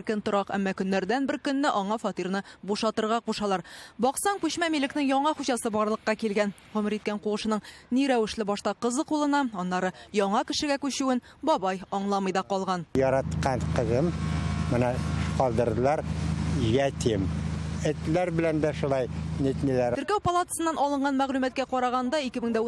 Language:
Tatar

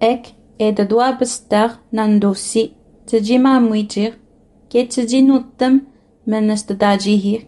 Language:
Innu-aimun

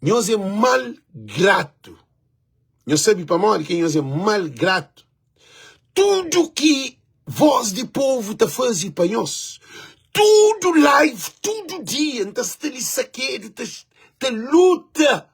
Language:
Kabuverdianu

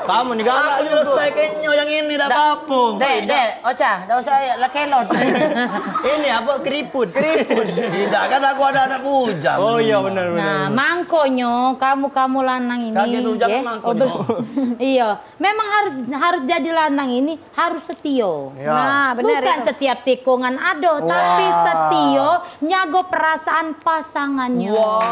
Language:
Musi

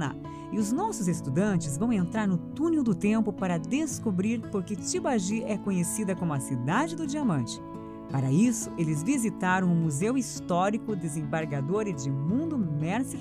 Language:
Portuguese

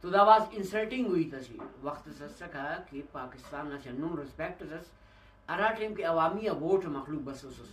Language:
Brahui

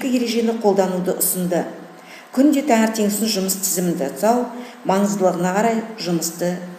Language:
Kazakh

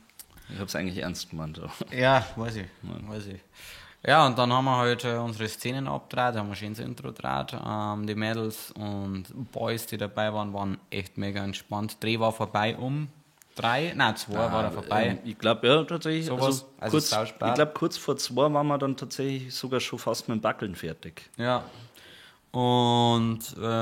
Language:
Bavarian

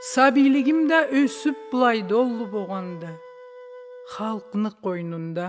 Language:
Karachay-Balkar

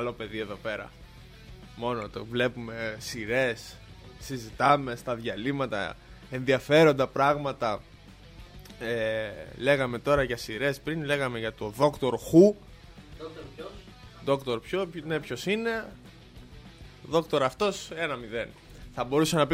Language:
Greek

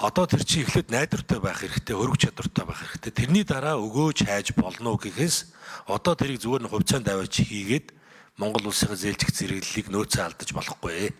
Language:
Mongolian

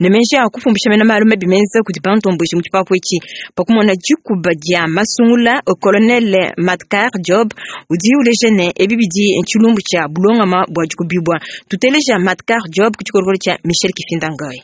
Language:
Luba-Lulua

